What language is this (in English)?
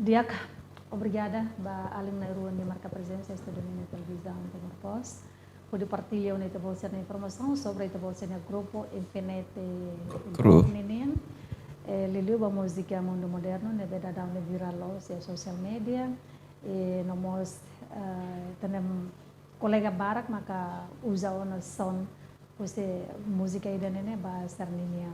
Tetum